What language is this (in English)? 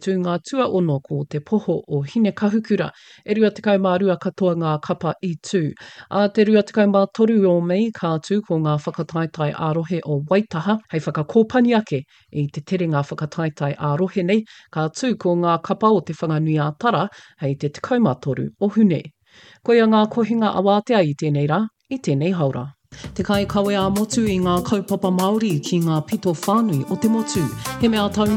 Māori